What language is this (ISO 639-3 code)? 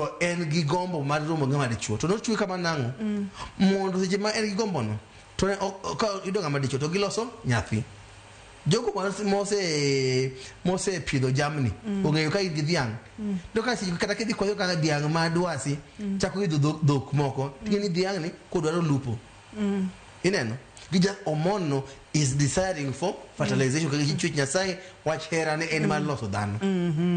luo